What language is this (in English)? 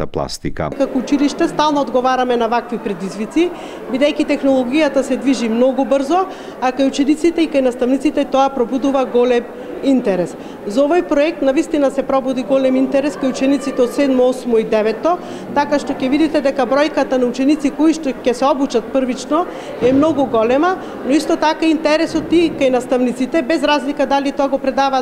Macedonian